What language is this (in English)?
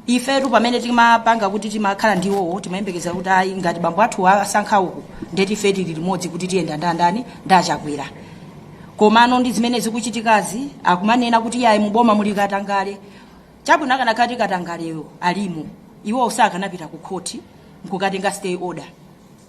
Nyanja